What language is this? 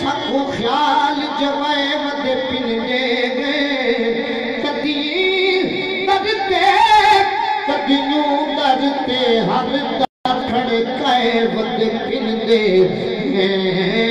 Saraiki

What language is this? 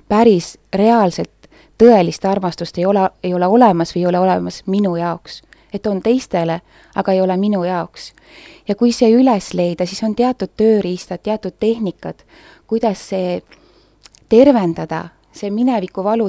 Estonian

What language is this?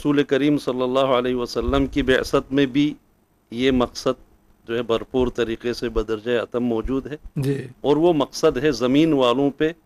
Urdu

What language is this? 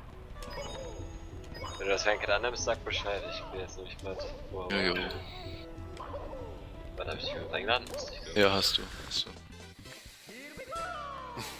German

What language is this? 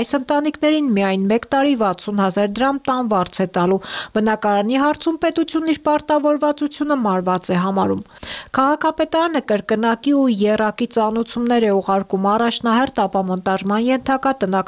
Armenian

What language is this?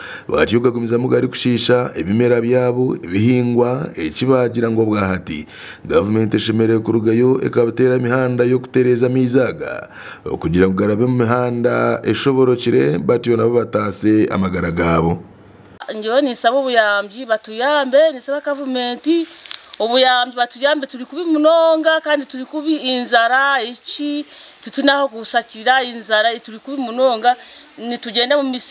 Nyankole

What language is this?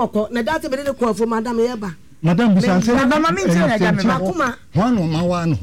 Akan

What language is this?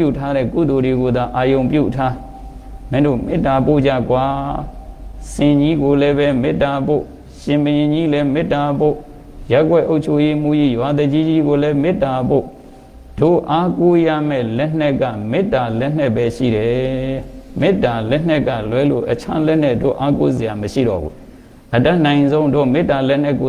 Burmese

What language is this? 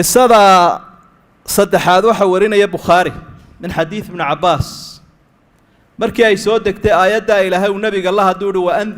Somali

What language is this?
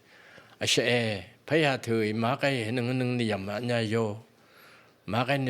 Phom Naga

